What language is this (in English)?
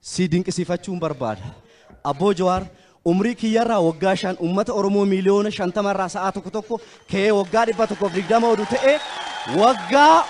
Oromo